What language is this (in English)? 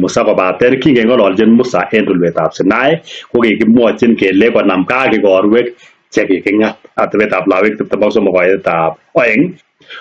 Kalenjin